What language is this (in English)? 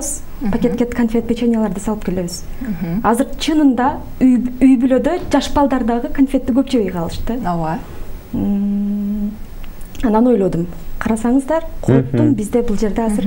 Kyrgyz